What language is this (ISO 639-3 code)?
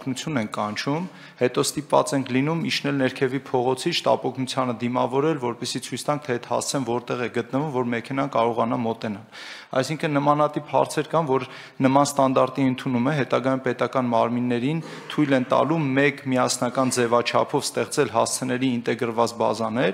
hye